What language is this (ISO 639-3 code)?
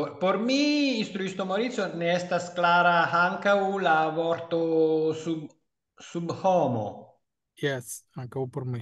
epo